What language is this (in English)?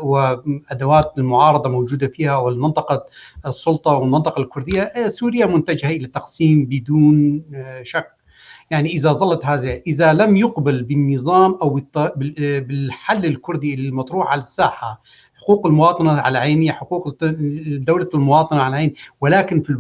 North Levantine Arabic